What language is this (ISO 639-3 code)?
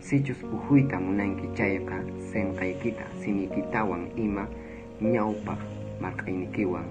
que